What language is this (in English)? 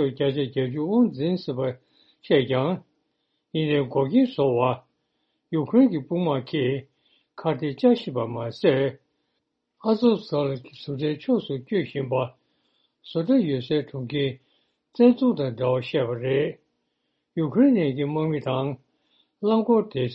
Tibetan